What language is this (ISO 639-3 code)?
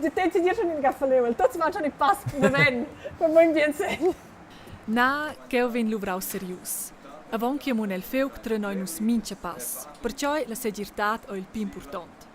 roh